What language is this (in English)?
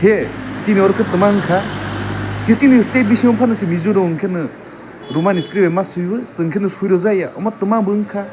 Kok Borok